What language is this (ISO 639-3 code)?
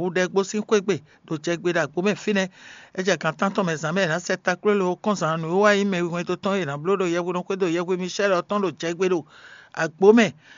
fon